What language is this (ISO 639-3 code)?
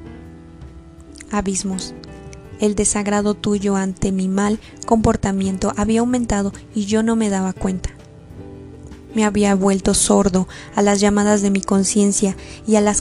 spa